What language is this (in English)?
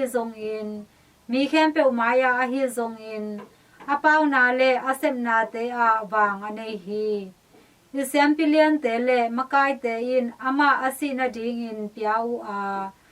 Tedim Chin